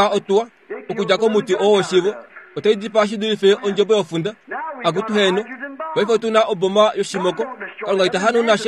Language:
Kuanyama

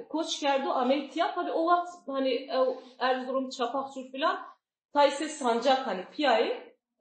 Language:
Zaza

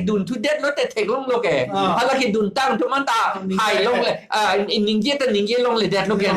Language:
Karbi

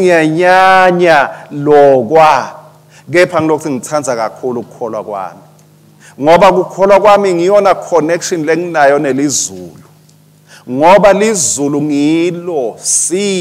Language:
Swati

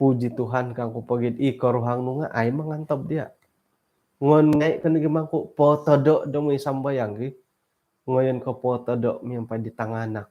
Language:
Central Dusun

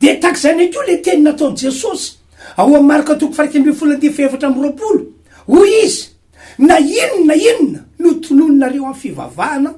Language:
Malagasy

